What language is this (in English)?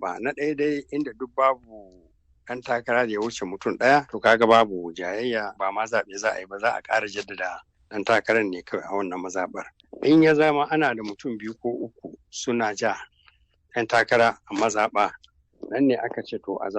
Hausa